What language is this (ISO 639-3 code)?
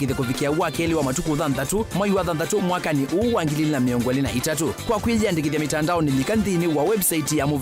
kam